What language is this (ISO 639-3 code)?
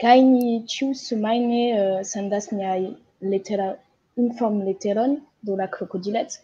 epo